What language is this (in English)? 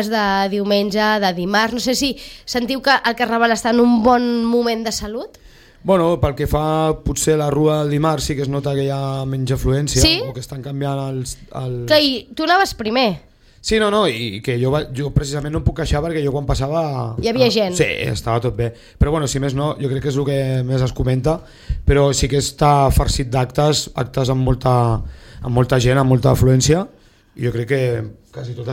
Catalan